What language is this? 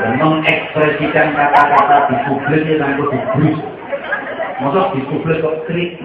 Javanese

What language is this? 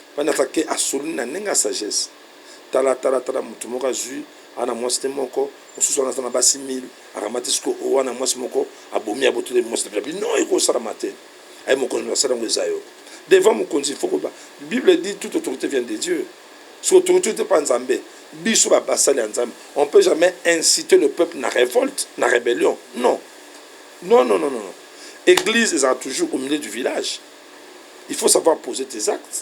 Lingala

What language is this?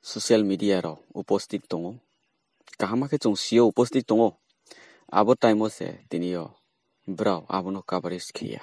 Riang (India)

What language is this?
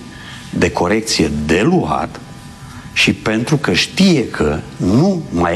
Romanian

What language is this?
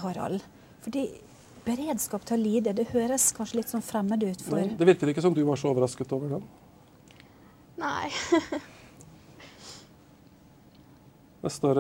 Norwegian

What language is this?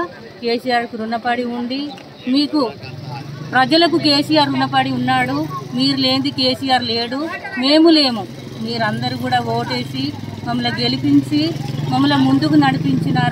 Telugu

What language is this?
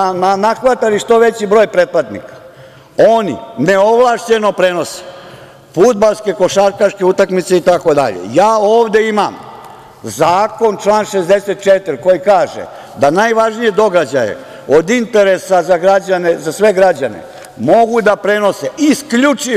Serbian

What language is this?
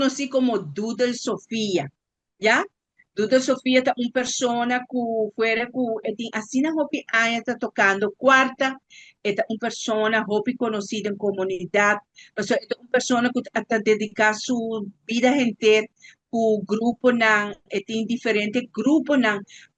Papiamento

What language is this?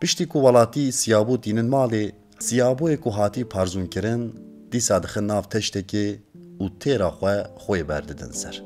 Kurdish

